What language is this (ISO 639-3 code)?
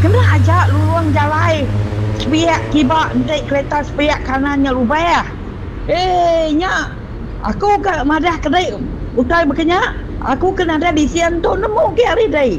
iba